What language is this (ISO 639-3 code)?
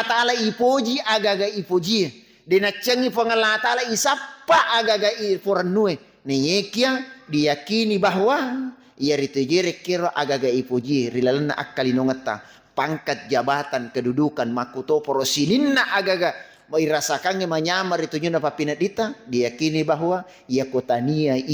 bug